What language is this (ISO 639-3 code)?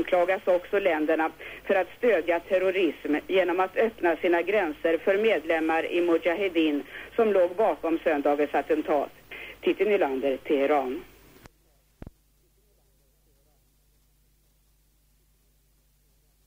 swe